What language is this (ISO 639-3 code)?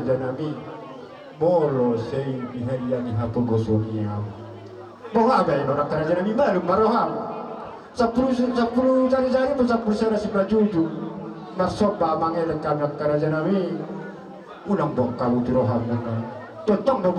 bbc